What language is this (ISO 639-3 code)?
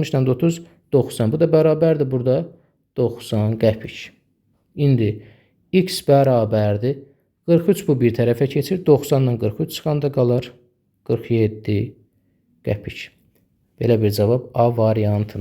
aze